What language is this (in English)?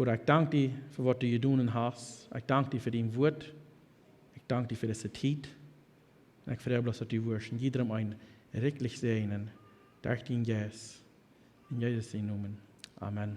Plautdietsch